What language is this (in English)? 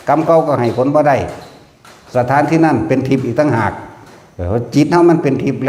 Northeastern Thai